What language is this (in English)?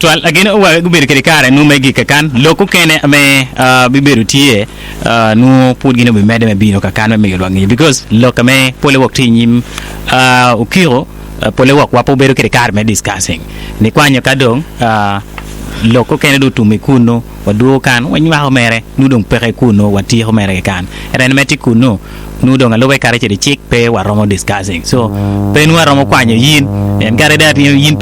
Acoli